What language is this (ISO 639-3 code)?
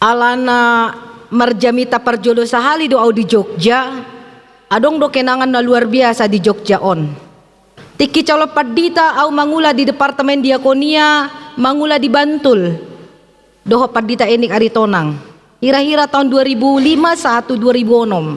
bbc